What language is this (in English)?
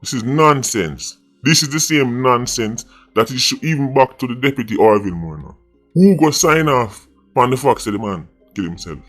Jamaican Creole English